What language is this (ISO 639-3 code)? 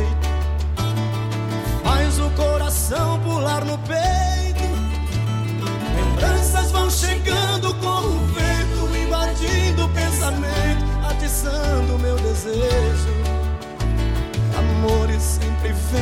por